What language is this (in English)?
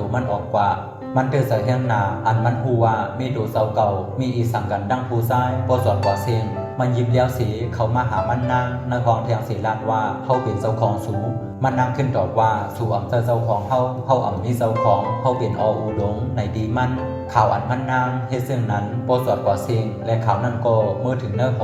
Shan